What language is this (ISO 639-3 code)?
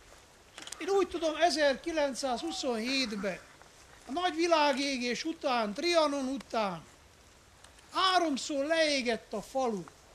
hun